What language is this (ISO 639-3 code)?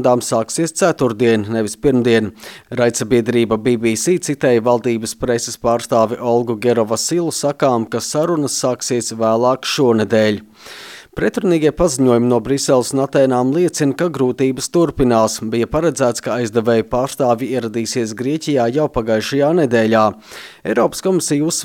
lav